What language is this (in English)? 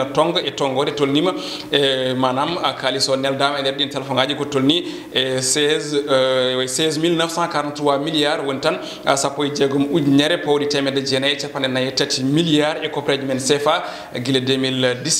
Fula